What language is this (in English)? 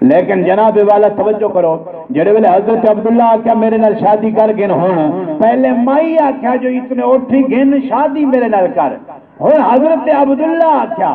Saraiki